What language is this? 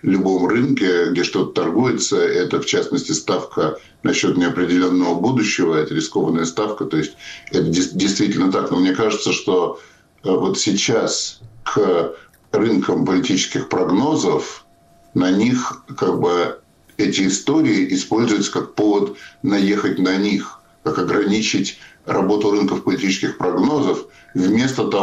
Russian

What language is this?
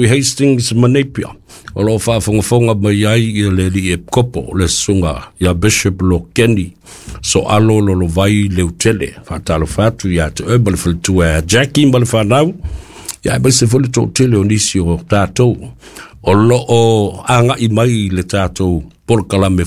Samoan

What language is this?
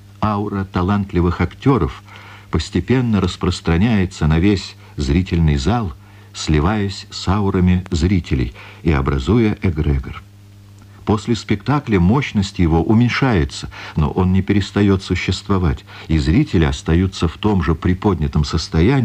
Russian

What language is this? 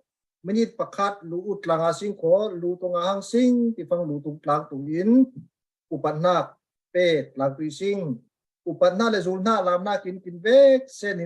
Falam Chin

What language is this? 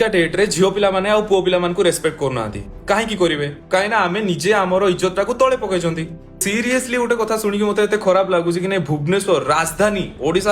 Odia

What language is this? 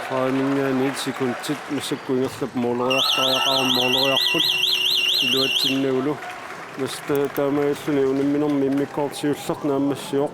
Kalaallisut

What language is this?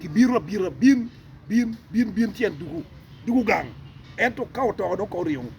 Acoli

